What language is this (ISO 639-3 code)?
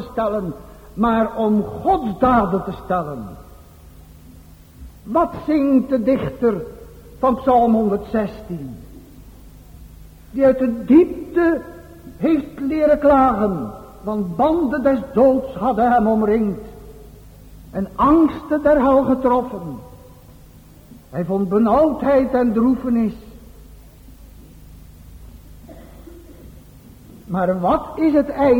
nld